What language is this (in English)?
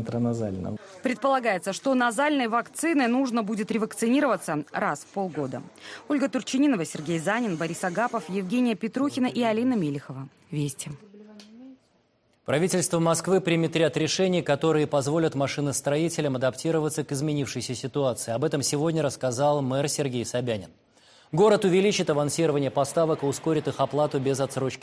Russian